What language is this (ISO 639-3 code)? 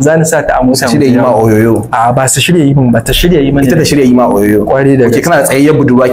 hau